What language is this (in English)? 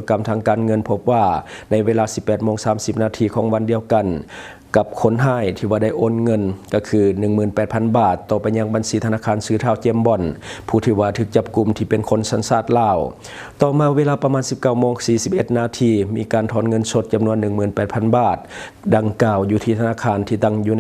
Lao